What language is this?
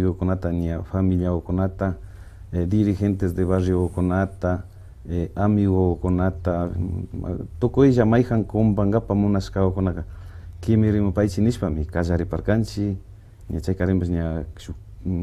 Imbabura Highland Quichua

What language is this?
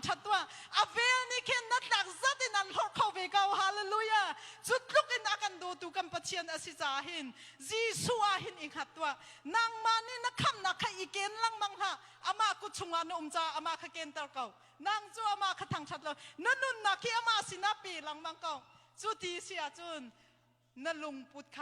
Hakha Chin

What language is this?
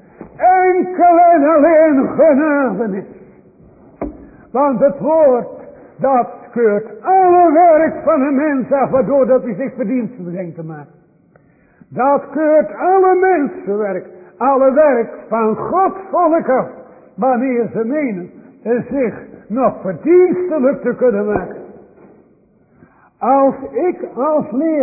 Dutch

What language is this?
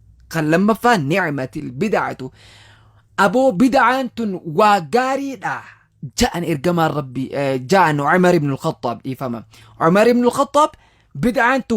Oromo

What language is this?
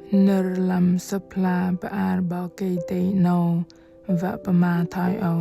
Bahnar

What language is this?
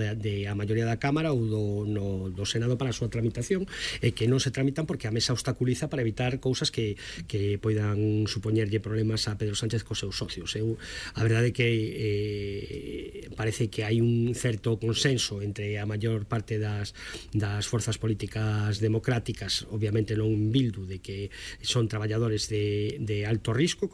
Galician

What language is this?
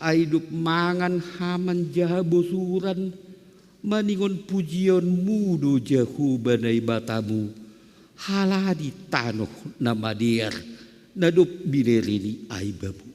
Batak Simalungun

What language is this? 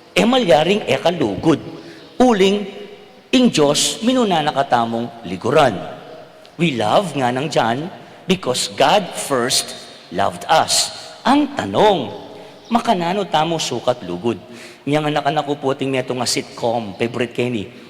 Pampanga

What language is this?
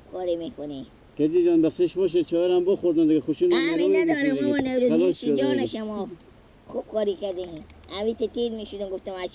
Persian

